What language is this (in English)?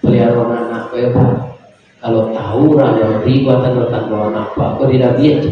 Minangkabau